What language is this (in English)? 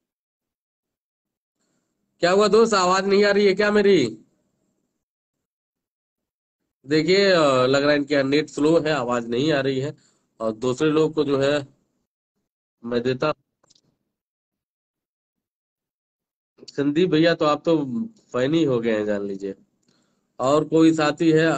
Hindi